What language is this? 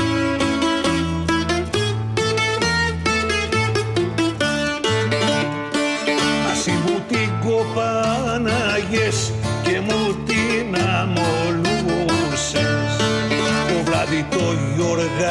Greek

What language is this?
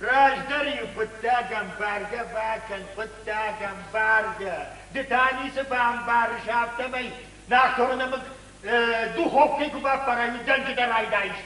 Ossetic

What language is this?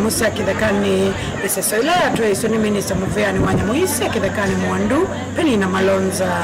Kamba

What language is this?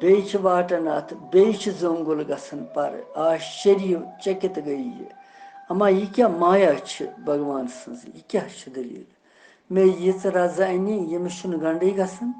Kashmiri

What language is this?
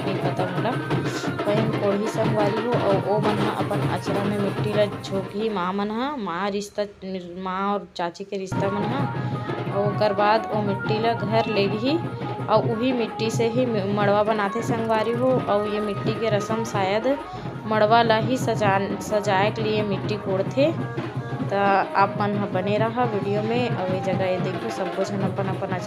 Chhattisgarhi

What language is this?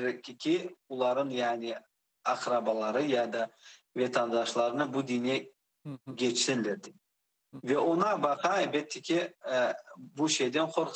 Crimean Tatar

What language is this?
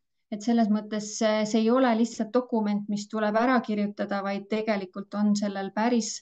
Estonian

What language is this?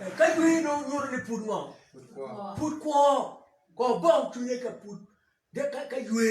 Acoli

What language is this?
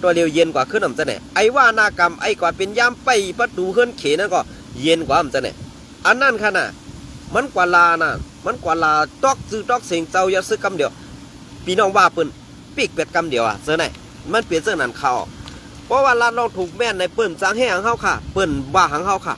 Shan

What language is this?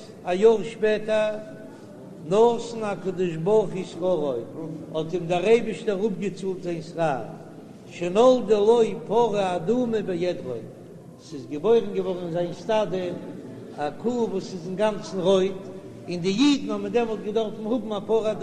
Yiddish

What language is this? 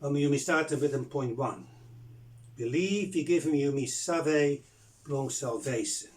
Bislama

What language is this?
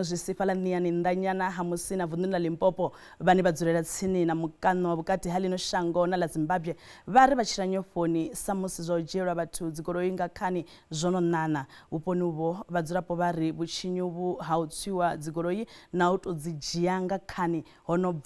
Venda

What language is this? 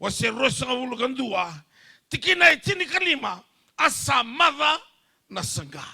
Fijian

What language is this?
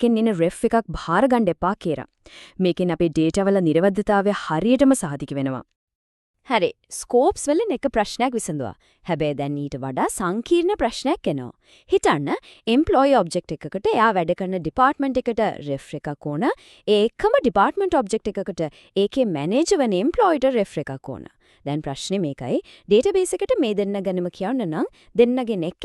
Sinhala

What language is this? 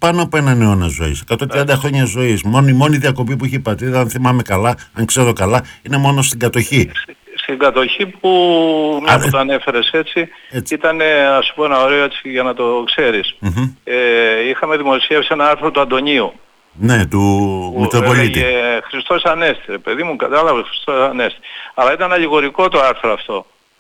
Greek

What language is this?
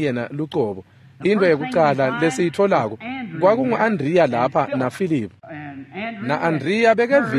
Swati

